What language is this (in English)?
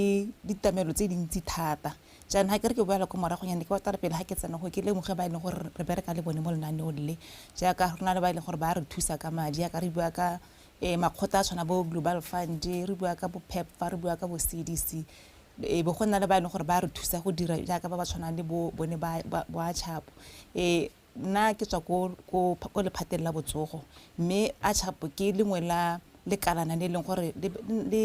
Tswana